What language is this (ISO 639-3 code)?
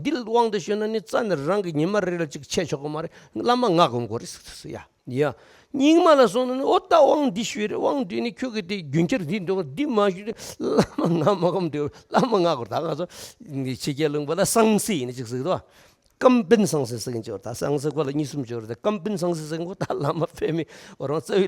bod